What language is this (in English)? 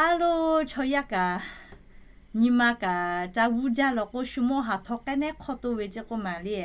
Lahu